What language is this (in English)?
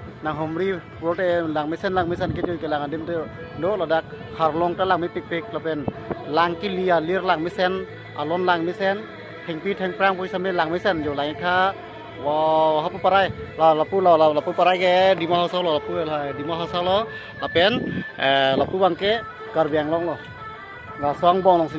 Karbi